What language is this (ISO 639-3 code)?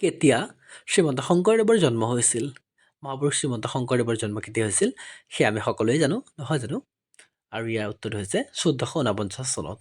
asm